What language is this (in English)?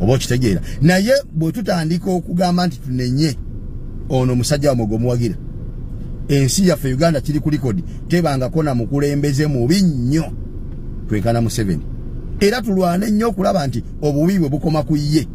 Ganda